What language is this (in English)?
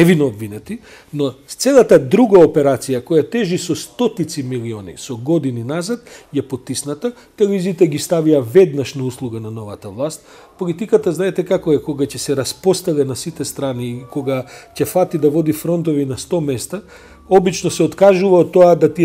Macedonian